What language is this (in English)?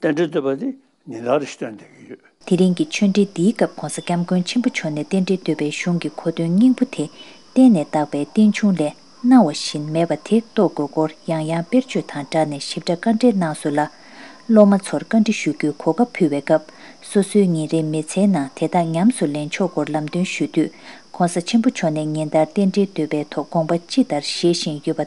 Tibetan